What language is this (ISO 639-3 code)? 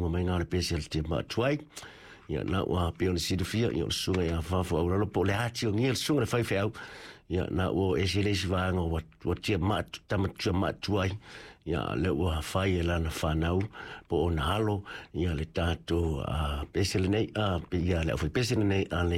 smo